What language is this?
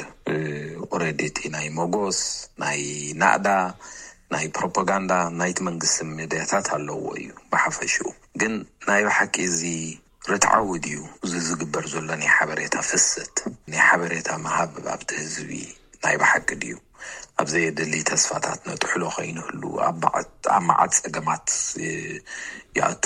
Tigrinya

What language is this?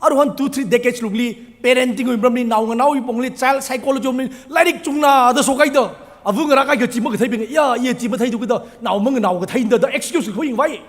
Tangkhul Naga (India)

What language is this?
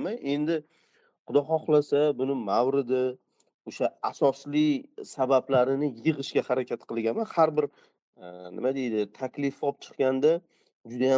Uzbek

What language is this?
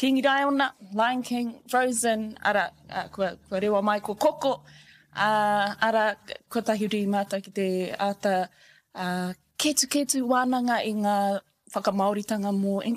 Māori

